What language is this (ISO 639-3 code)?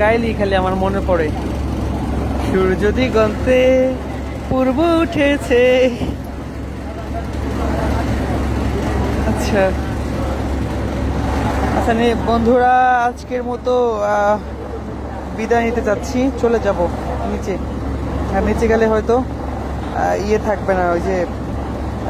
ben